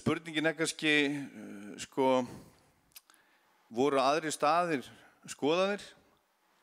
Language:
Icelandic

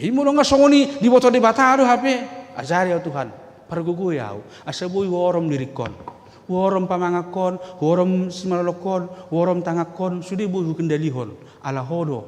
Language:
Batak Toba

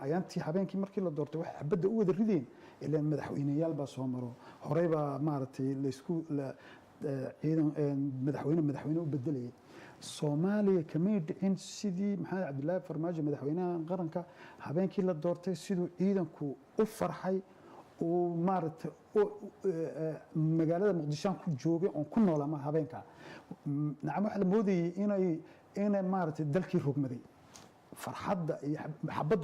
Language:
Somali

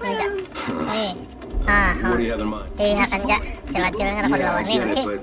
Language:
Banjar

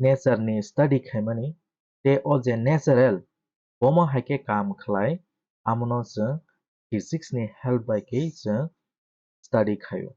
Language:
Kok Borok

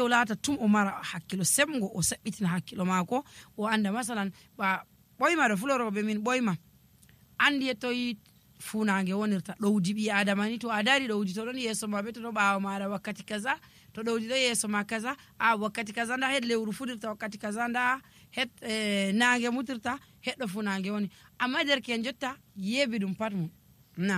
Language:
Nigerian Fulfulde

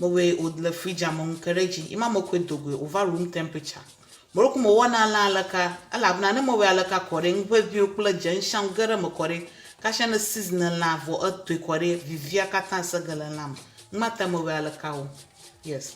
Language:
Ewe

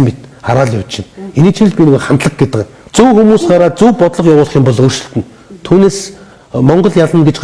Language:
Mongolian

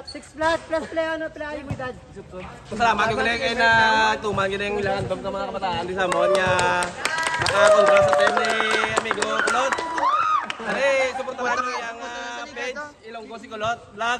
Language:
Hiligaynon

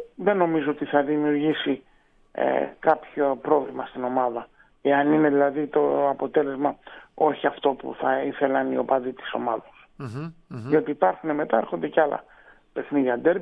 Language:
Greek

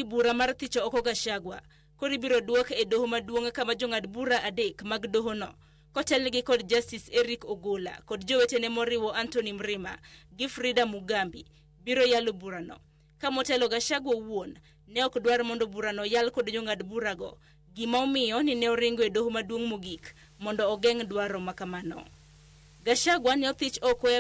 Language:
Luo (Kenya and Tanzania)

